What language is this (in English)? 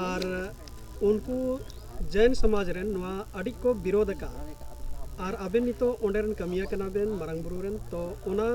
Santali